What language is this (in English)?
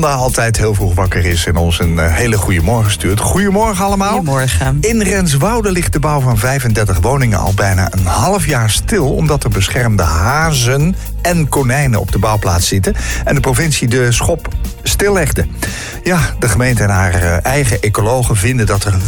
Dutch